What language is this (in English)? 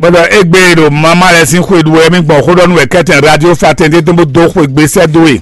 Fon